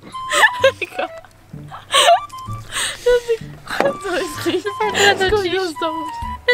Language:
Czech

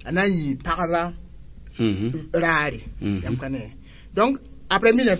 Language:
Mossi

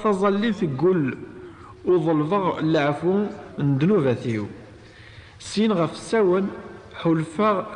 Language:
Kabyle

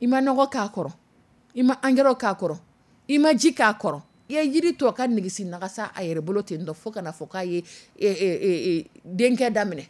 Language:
Dyula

